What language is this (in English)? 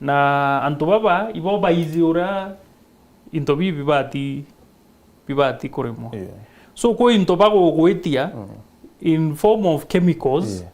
Meru